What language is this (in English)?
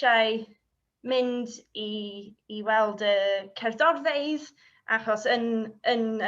Welsh